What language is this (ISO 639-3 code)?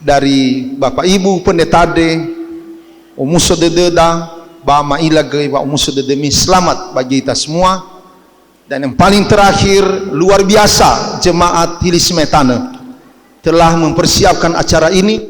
nia